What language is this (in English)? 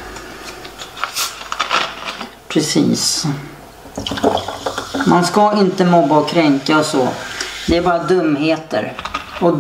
Swedish